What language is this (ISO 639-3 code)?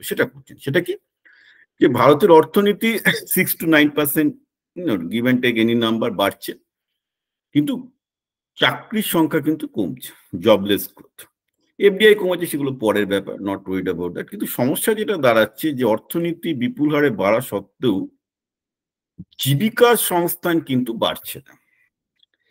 ben